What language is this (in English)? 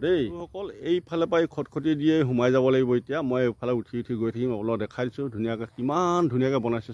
Assamese